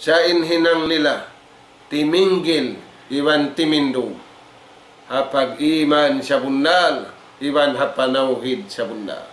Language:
Tausug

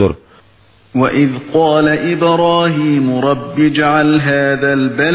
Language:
Uyghur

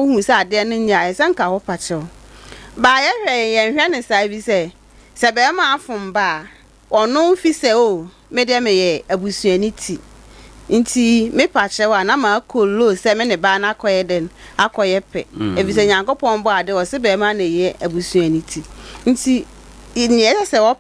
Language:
Akan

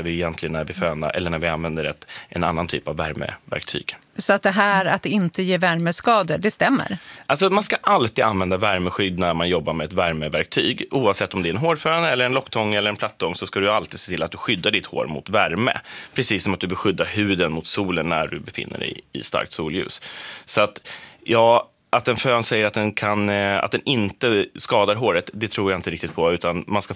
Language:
Swedish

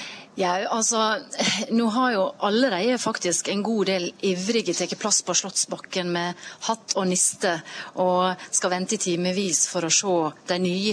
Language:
Norwegian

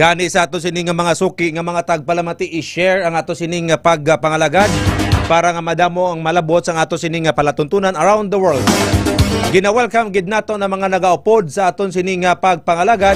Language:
Hiligaynon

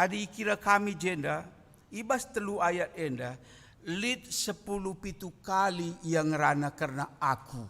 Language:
Batak Karo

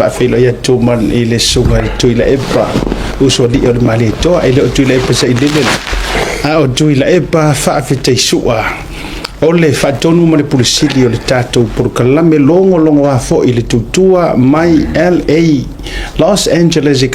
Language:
Samoan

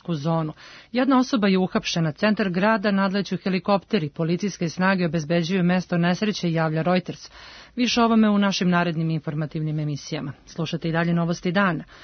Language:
Serbian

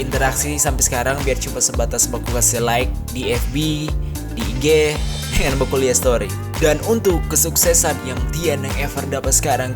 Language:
Manado Malay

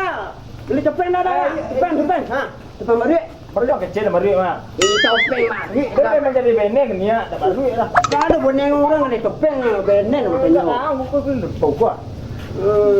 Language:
Minangkabau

